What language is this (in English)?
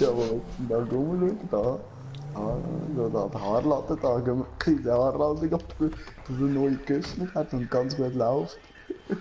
Swiss German